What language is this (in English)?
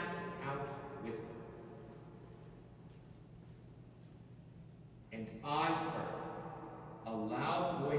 English